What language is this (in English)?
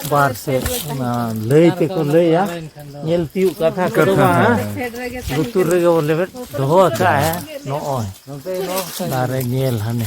Santali